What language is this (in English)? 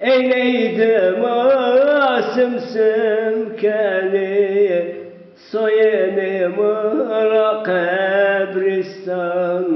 Zaza